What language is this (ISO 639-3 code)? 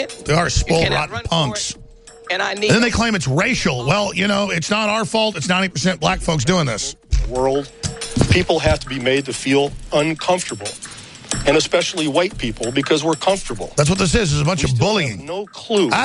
eng